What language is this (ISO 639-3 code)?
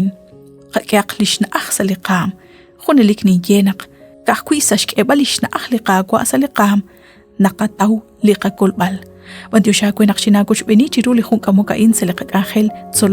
kek